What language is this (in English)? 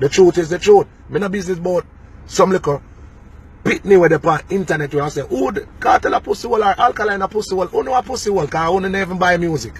Jamaican Creole English